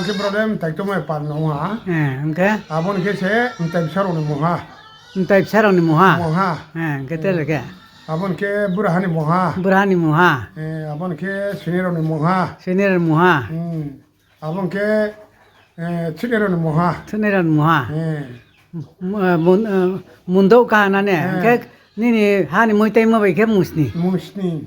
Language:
Riang (India)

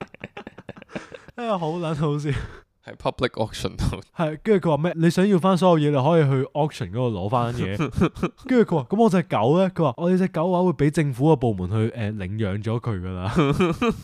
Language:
Cantonese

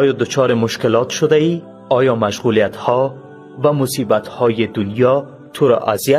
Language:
Tajik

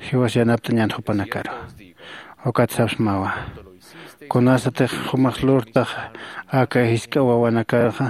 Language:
Aymara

